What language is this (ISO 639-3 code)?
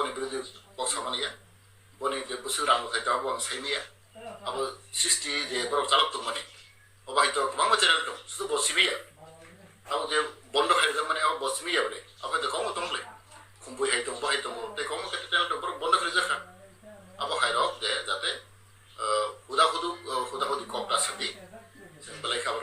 trp